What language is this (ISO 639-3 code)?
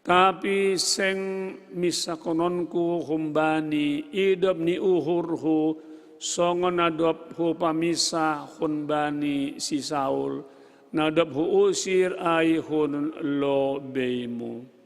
bts